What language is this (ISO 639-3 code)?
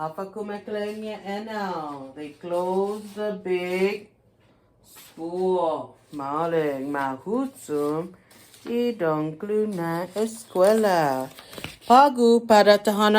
cha